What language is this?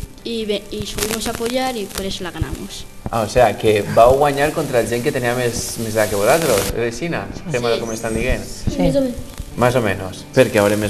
Catalan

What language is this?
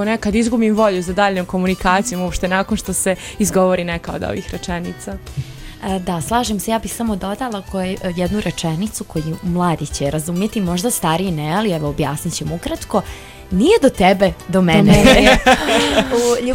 Bosnian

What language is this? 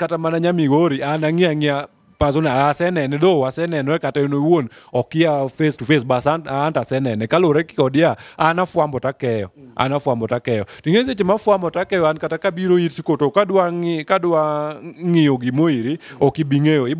Luo (Kenya and Tanzania)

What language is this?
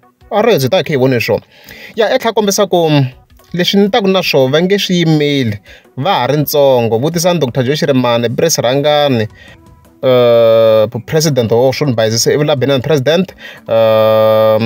Tsonga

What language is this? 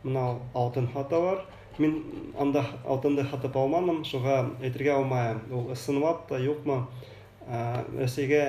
Bashkir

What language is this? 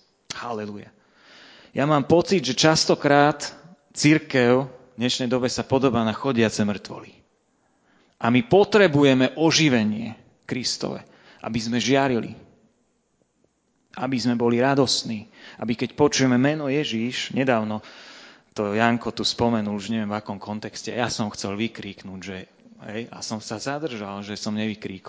Slovak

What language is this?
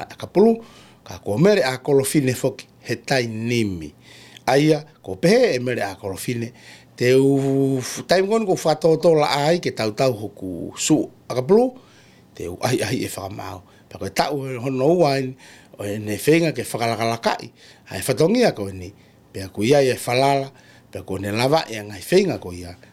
Tongan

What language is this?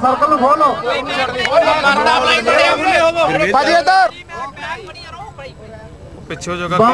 Punjabi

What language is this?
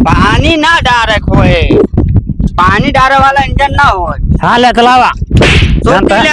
Awadhi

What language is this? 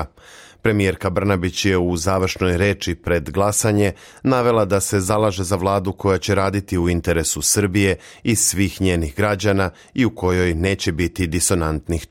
Serbian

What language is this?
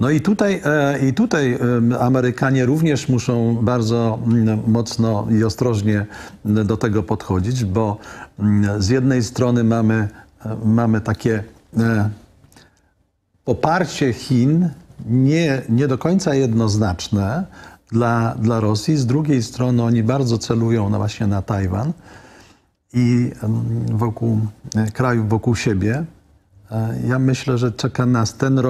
Polish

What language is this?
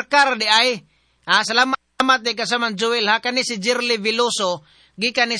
Cebuano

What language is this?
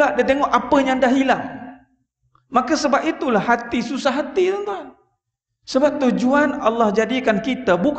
Malay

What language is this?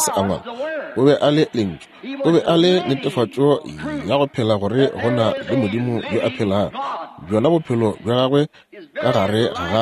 Northern Sotho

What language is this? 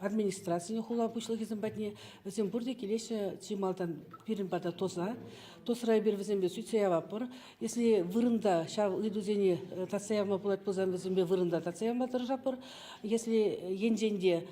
Chuvash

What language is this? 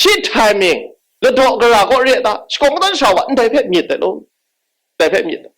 Kachin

